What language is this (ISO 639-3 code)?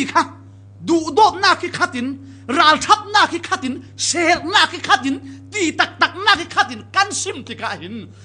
cfm